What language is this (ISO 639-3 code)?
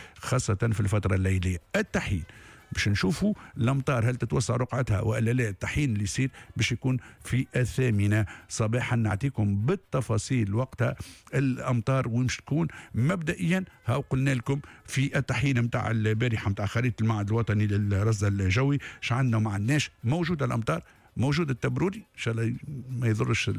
aeb